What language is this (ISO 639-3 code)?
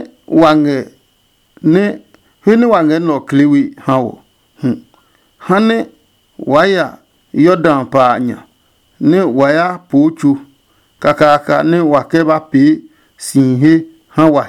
ada